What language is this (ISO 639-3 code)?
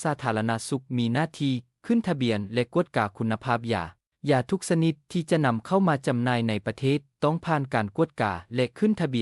lao